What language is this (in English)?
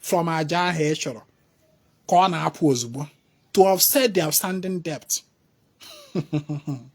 Igbo